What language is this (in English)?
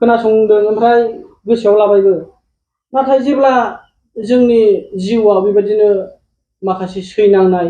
Bodo